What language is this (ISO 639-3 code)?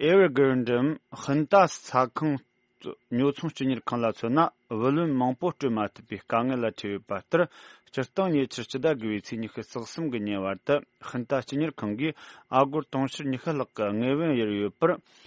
bod